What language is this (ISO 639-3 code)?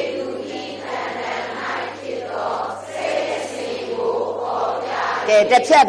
mya